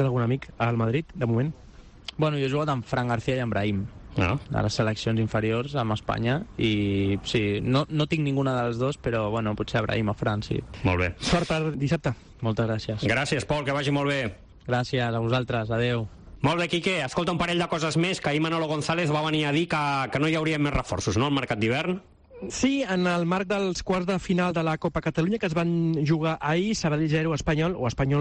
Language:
Catalan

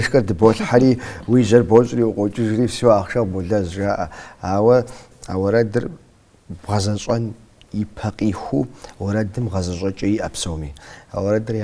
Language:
Kabardian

